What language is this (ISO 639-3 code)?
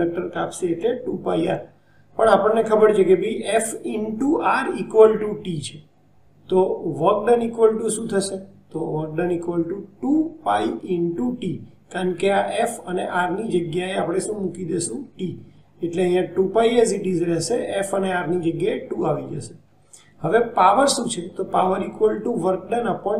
guj